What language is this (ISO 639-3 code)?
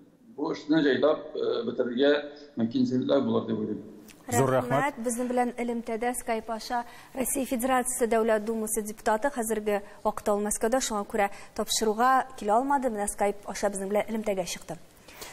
tat